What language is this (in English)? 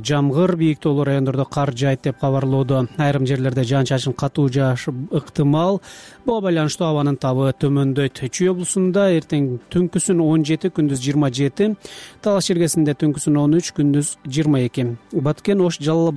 Kyrgyz